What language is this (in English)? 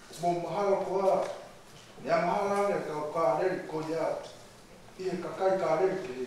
Tongan